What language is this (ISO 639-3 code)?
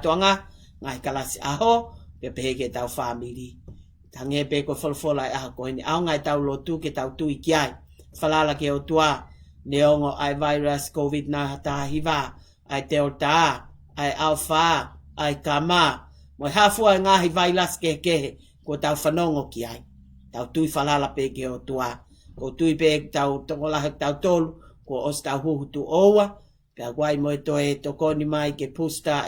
ton